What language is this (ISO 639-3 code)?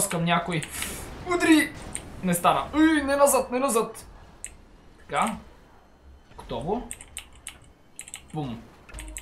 bul